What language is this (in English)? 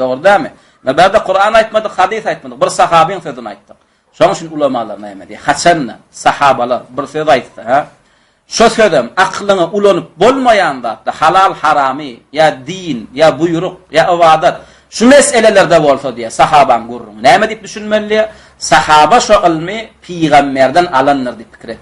Turkmen